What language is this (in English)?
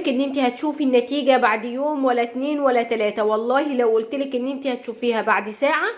Egyptian Arabic